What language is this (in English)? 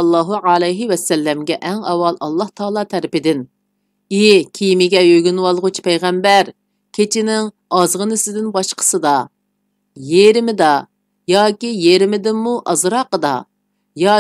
Uyghur